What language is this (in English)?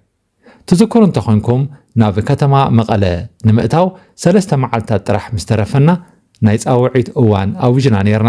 Tigrinya